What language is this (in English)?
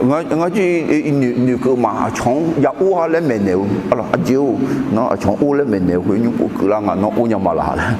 Akha